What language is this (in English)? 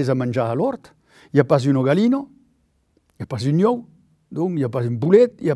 Occitan